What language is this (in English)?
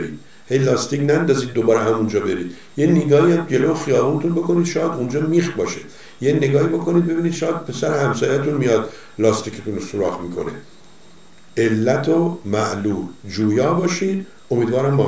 Persian